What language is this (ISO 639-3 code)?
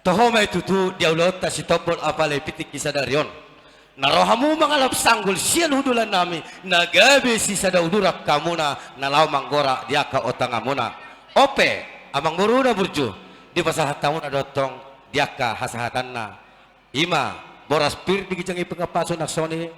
bbc